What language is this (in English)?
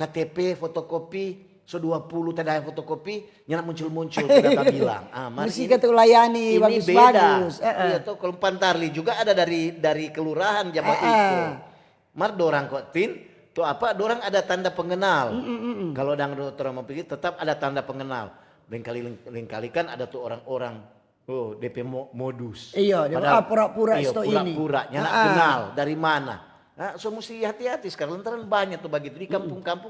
Manado Malay